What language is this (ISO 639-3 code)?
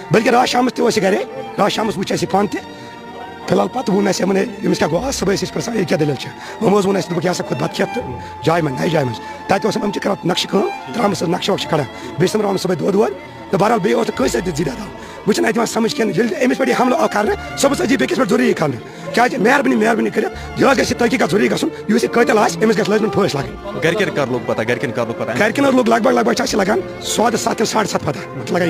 kas